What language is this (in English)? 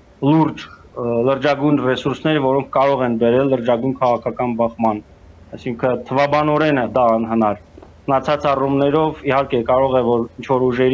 Armenian